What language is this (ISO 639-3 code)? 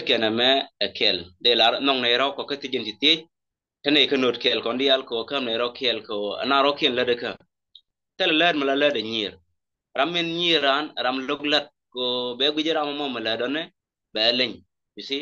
nus